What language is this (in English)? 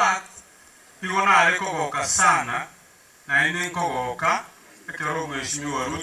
Gusii